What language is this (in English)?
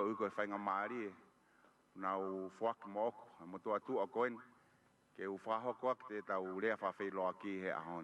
Tongan